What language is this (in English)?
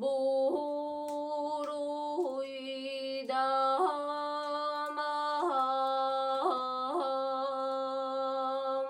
Yakut